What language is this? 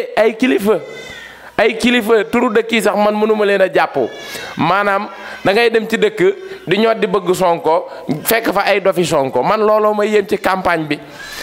Wolof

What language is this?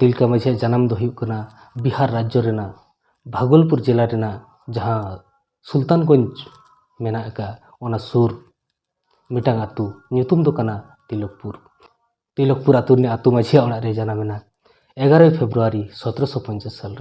Santali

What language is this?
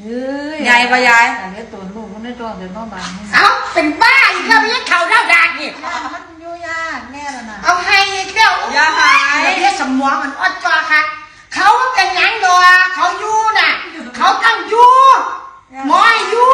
Northeastern Thai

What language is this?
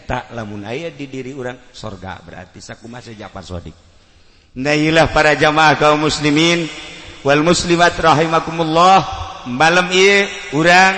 Sundanese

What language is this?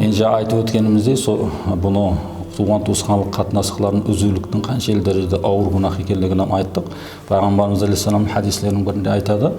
Kara-Kalpak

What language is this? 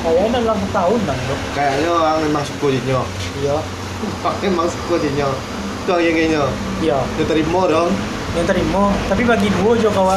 Minangkabau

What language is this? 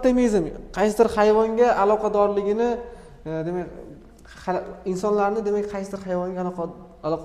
Uzbek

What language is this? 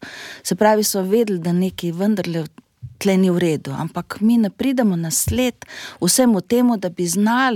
Slovenian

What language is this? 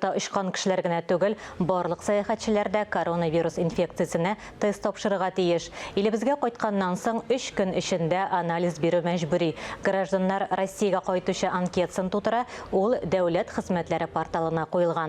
Tatar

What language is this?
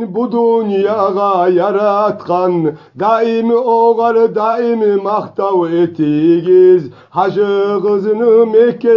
Kumyk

